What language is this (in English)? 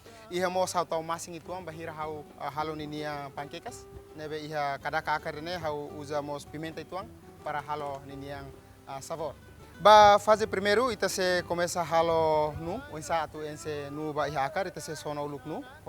Tetum